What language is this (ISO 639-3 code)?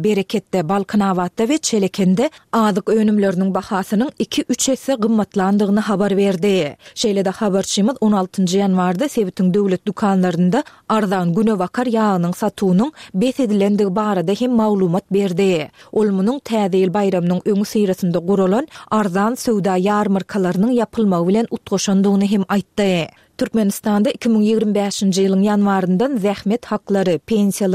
tuk